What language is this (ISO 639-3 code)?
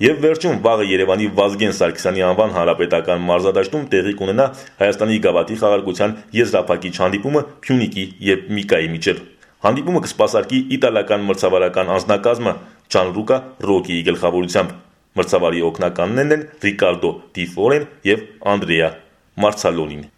hye